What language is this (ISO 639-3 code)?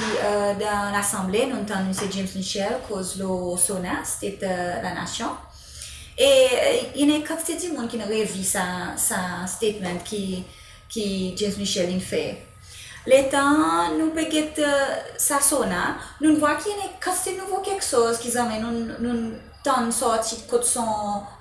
crs